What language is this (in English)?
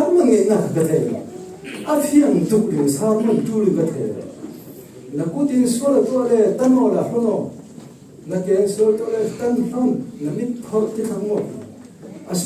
Falam Chin